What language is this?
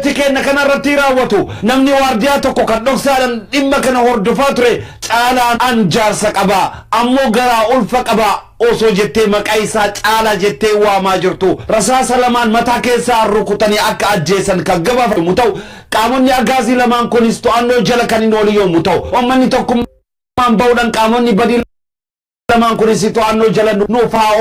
Oromo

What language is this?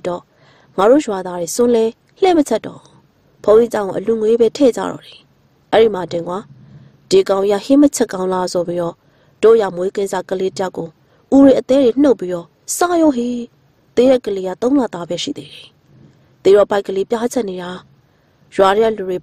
Burmese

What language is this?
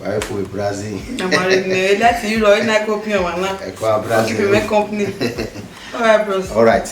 Bini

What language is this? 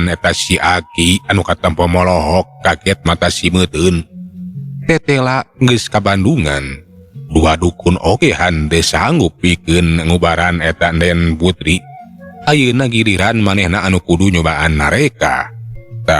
Sundanese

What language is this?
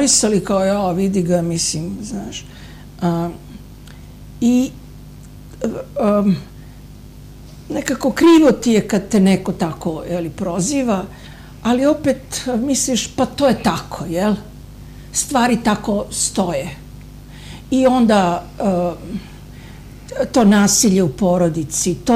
Serbian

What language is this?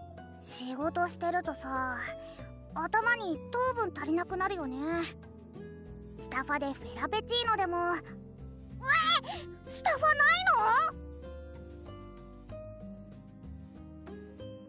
Japanese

